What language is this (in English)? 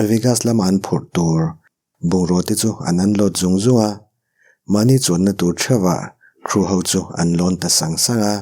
Mizo